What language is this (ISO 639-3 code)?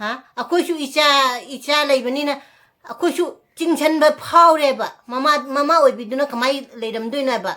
mni